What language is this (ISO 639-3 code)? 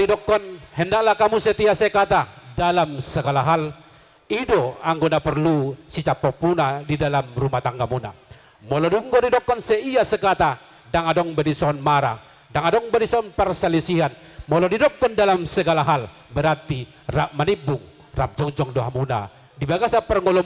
bbc